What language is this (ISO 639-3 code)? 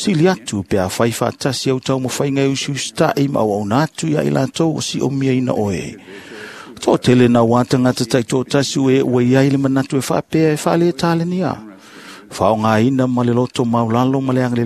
smo